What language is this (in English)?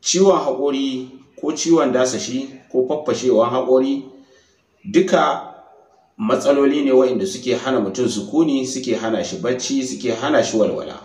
Hausa